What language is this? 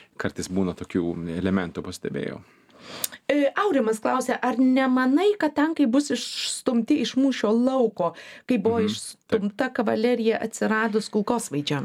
Lithuanian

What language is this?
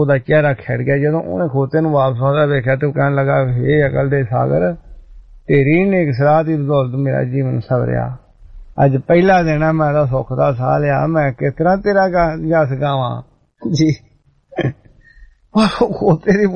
Punjabi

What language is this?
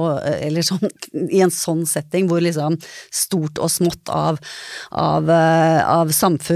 Norwegian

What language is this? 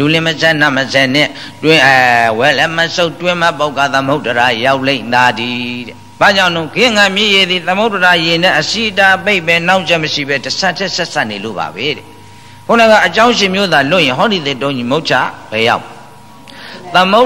Burmese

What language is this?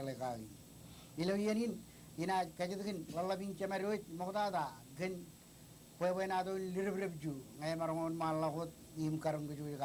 Marshallese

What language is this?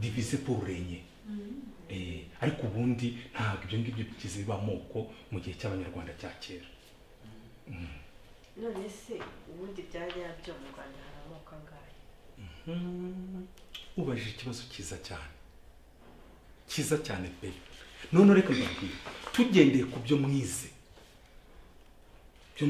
Kinyarwanda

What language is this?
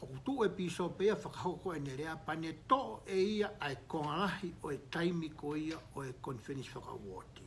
Tongan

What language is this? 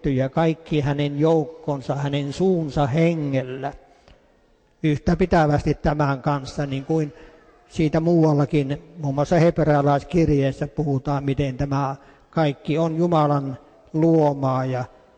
Finnish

